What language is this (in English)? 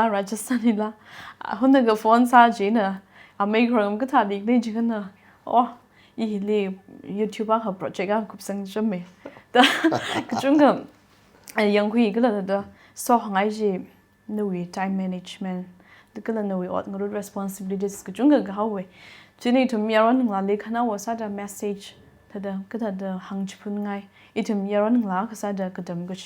Tangkhul Naga (India)